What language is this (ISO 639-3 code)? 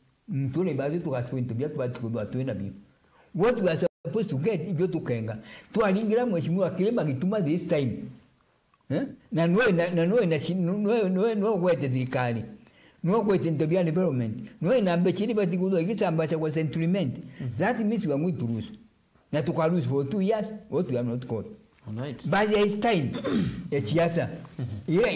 mer